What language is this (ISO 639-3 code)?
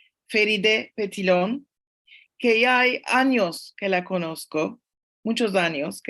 lad